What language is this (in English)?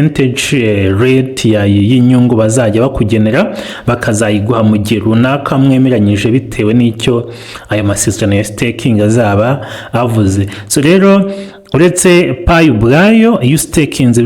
Kinyarwanda